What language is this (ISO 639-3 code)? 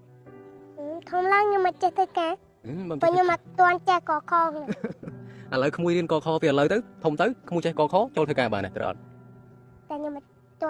khm